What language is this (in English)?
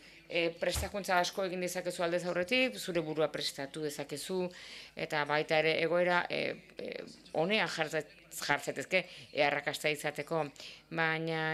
Basque